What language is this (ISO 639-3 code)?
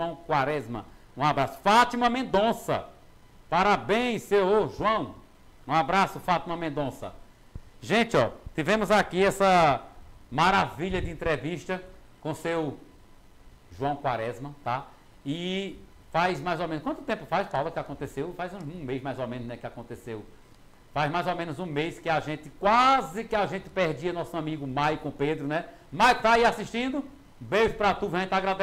por